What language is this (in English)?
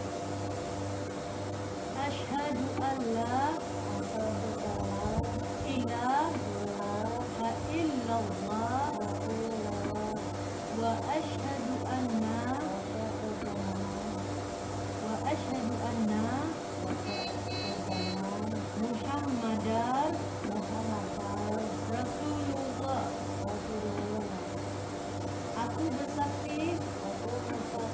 Malay